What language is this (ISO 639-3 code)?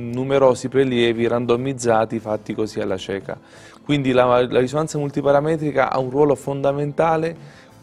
ita